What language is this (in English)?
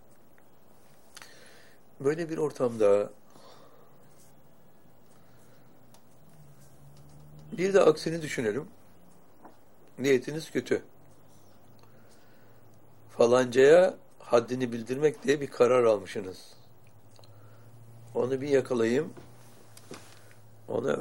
Turkish